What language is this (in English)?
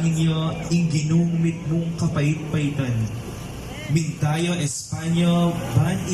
Pampanga